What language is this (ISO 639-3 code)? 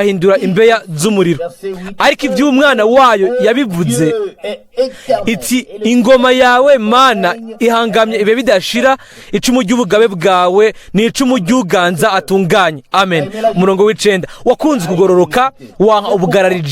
run